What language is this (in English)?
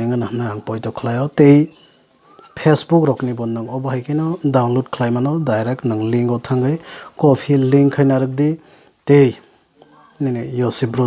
Kok Borok